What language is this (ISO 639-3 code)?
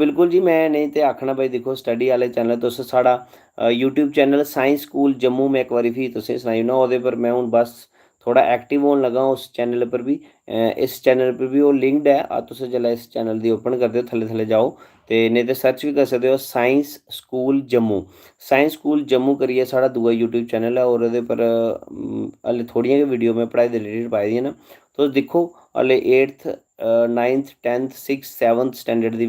doi